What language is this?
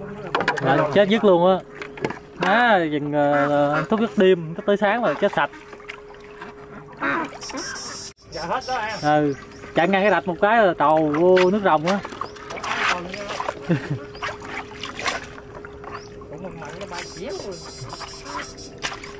Vietnamese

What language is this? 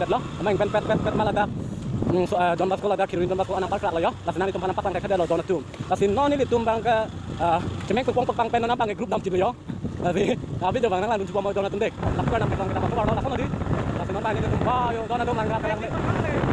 Karbi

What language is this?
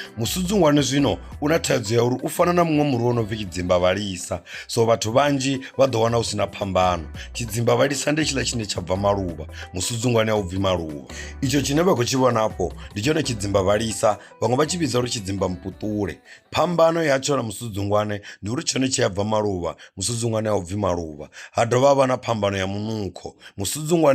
Venda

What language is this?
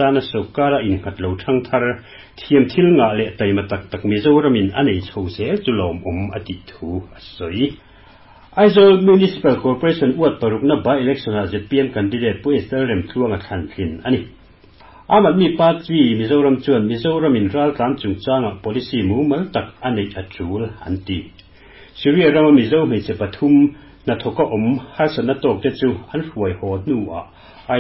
Mizo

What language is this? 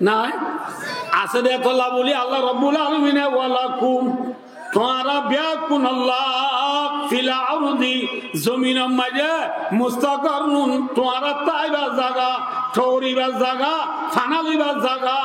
Rohingya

